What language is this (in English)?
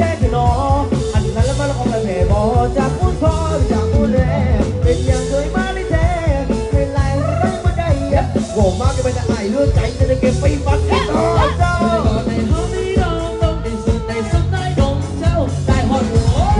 Thai